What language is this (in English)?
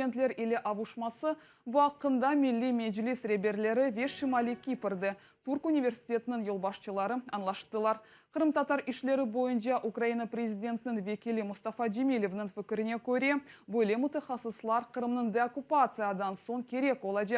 Crimean Tatar